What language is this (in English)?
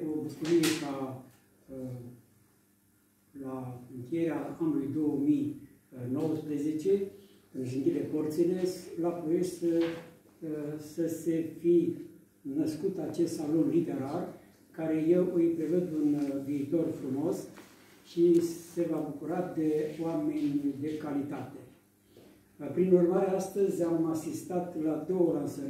Romanian